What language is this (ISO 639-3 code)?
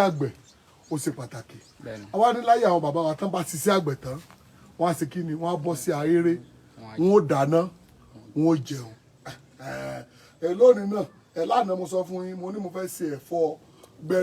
yor